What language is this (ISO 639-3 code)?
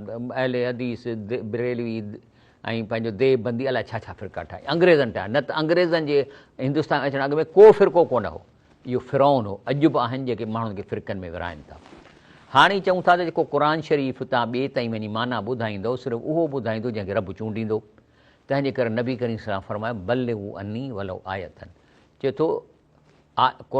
snd